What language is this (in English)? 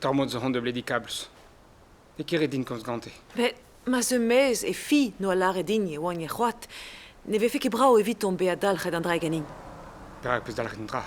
Breton